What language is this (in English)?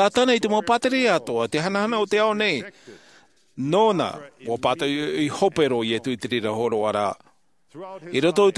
Tahitian